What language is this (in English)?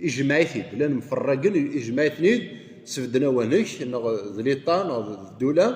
Kabyle